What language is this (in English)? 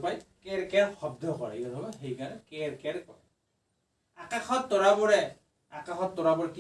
Assamese